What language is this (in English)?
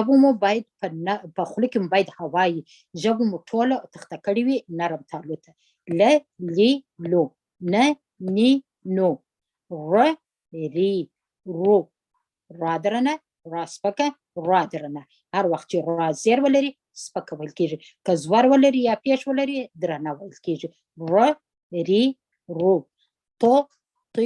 Pashto